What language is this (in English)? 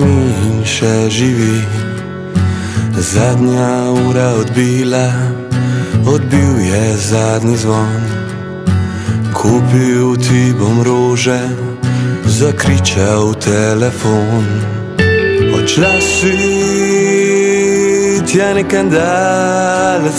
Slovenian